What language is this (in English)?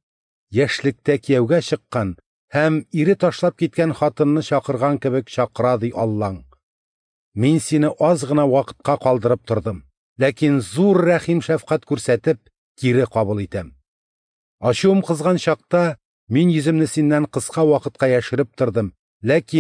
Tatar